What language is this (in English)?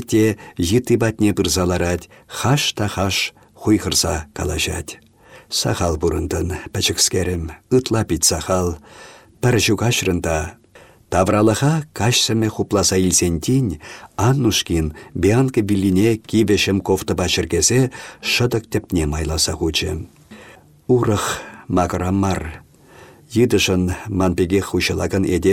Chuvash